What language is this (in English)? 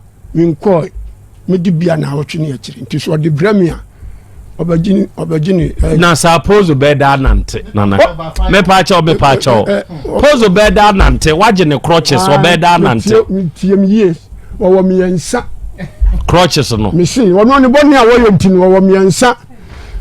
Akan